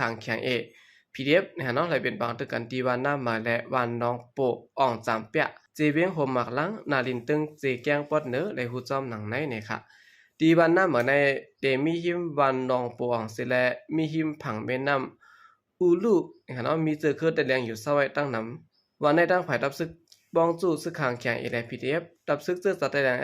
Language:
Shan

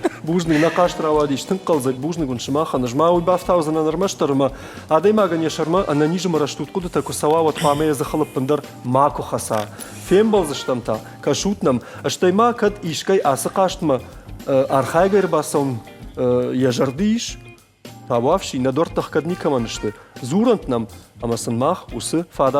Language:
Ossetic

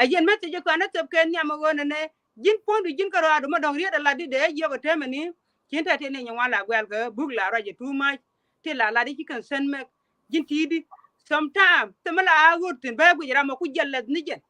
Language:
Nuer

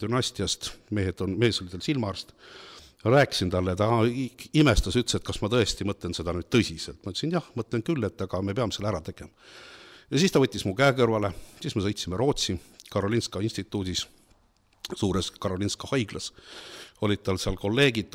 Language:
Estonian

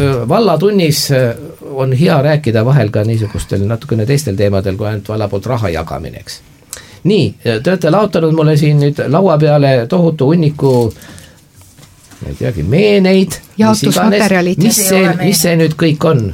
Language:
Estonian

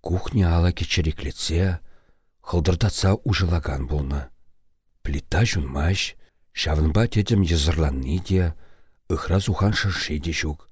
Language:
Chuvash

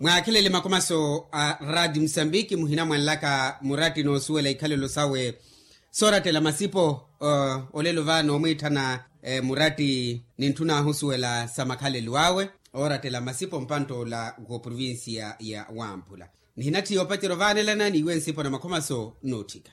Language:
Makhuwa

